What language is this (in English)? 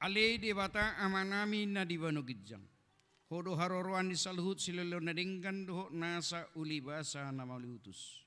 Batak Toba